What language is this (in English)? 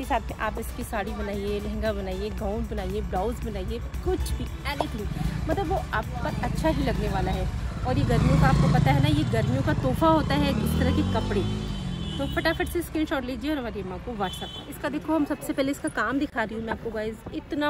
Hindi